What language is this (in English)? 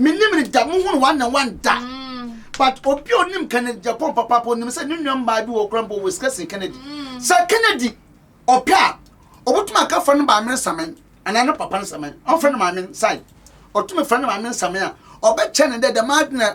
Akan